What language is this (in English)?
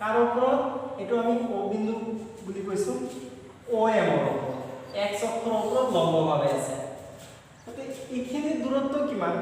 Assamese